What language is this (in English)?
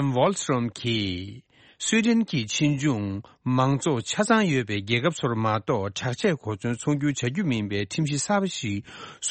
Tibetan